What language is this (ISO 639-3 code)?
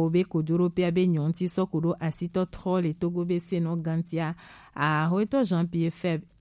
gej